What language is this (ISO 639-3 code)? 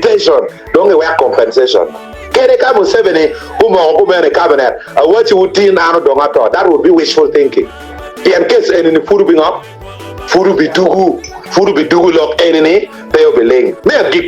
ach